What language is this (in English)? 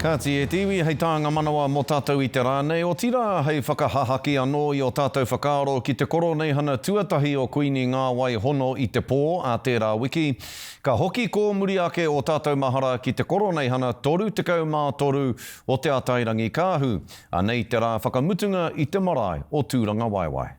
Māori